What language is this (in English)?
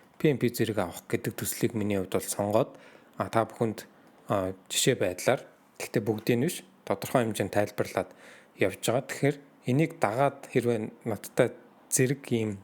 Mongolian